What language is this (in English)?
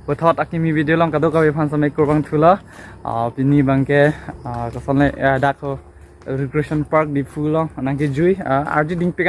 Karbi